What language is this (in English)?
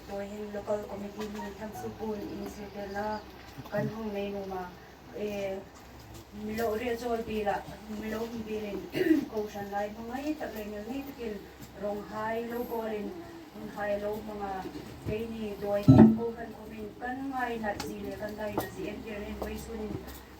Hmar